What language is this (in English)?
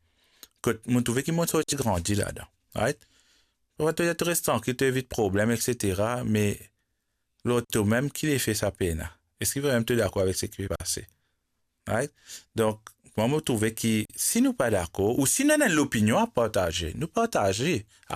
Morisyen